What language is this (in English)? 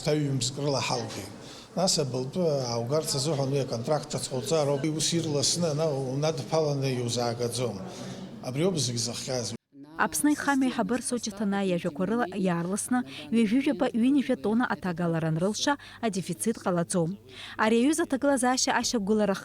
Abkhazian